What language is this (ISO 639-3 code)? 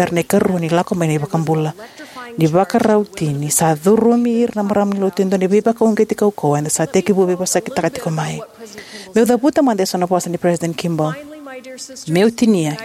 fij